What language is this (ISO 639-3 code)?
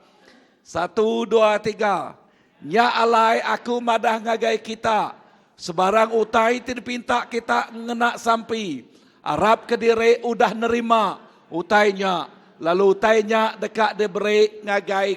iba